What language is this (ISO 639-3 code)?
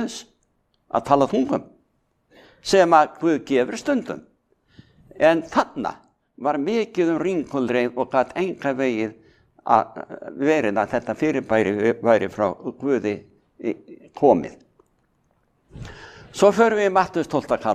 isl